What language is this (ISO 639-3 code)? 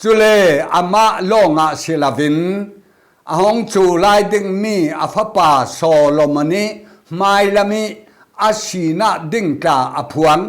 cfm